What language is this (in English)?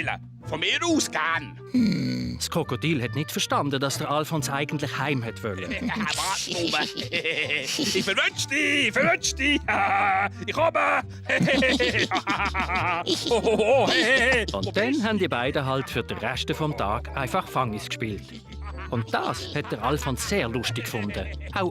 Swiss German